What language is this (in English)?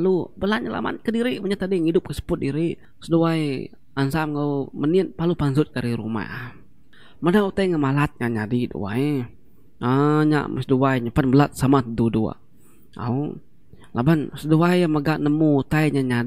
Iban